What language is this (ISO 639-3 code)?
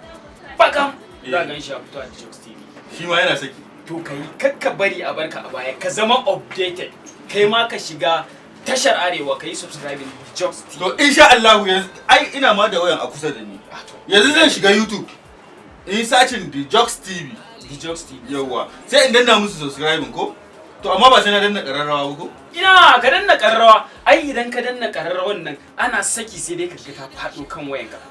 hau